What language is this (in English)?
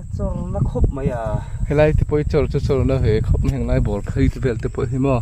Mizo